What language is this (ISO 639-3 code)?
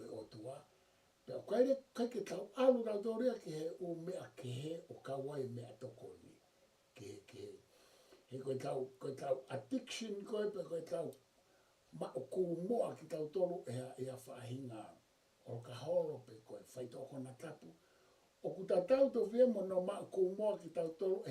ton